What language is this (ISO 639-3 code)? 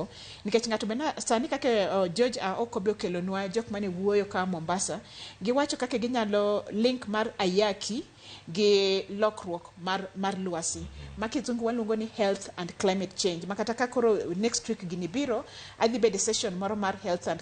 luo